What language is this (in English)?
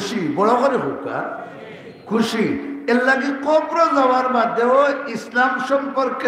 Sylheti